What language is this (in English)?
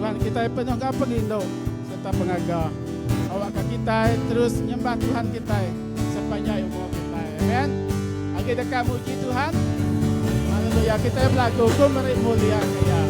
Iban